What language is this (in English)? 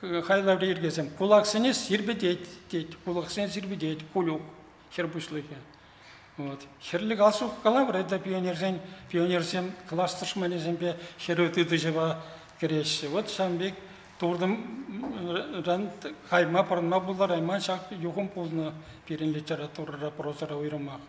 Chuvash